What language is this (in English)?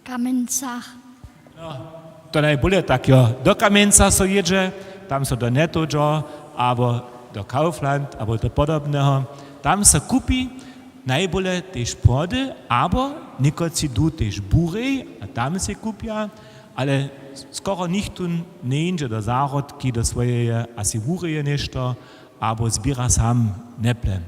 Upper Sorbian